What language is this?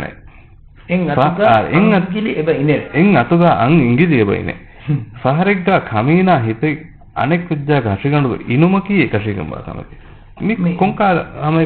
Divehi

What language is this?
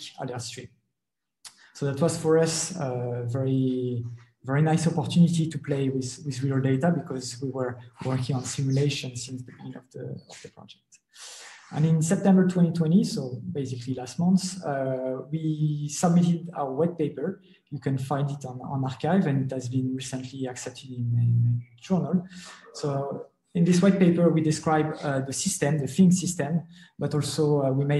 English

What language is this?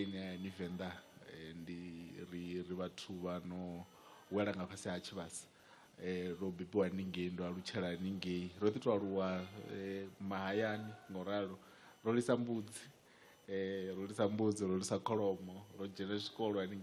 Venda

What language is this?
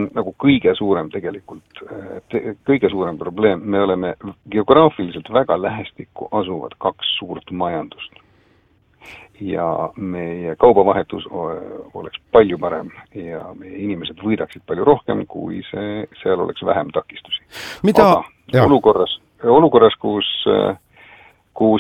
Estonian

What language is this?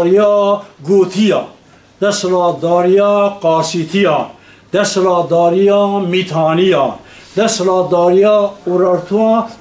Kurdish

